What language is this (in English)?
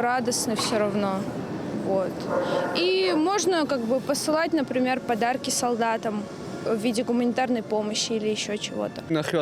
Ossetic